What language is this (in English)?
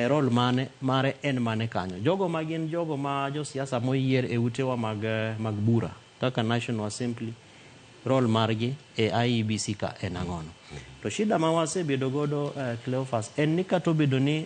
Luo (Kenya and Tanzania)